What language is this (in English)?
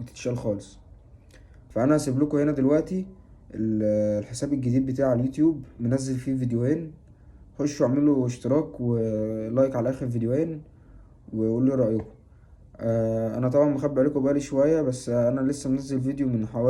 Egyptian Arabic